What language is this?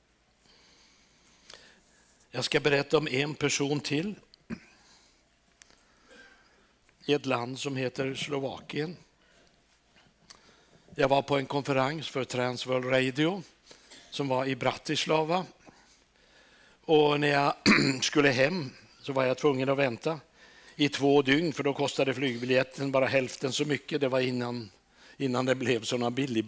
Swedish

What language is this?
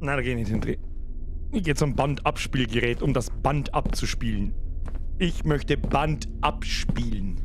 Bavarian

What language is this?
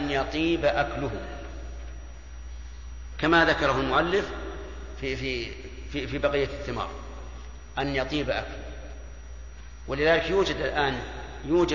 Arabic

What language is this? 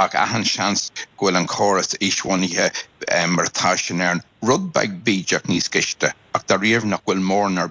Irish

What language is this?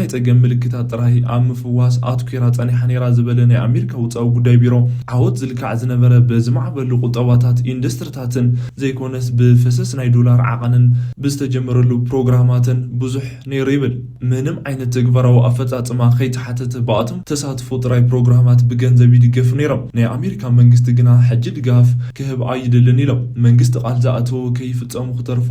Tigrinya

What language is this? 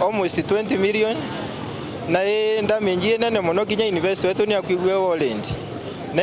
Meru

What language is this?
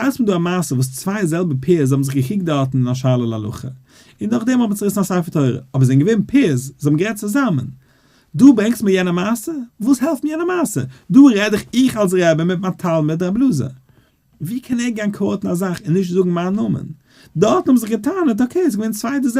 Yiddish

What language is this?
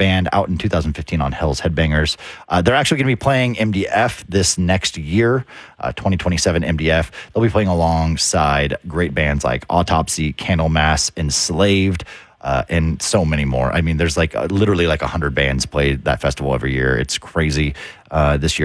English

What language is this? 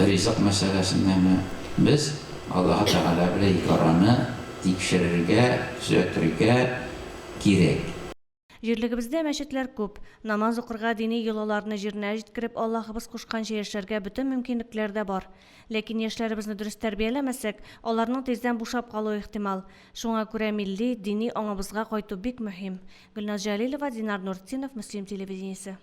Tatar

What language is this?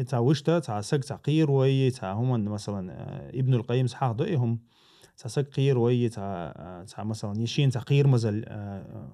Chechen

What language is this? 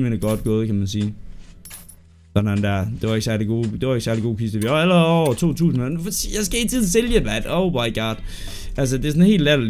Danish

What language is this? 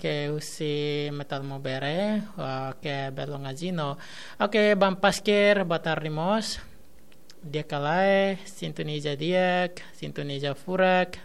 Tetum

